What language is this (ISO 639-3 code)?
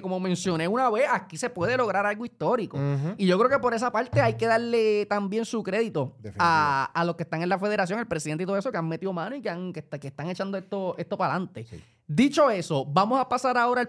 spa